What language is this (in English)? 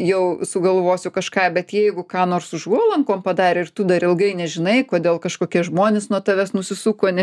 Lithuanian